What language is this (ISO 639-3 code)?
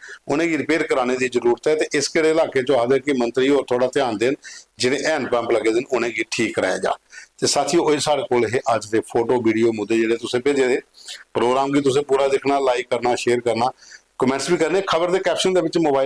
doi